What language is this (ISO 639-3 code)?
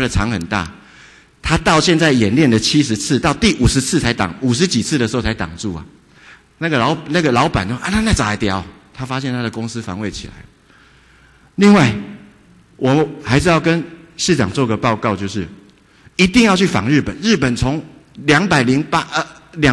zho